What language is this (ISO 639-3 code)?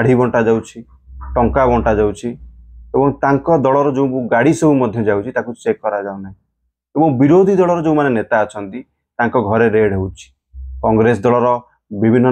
ori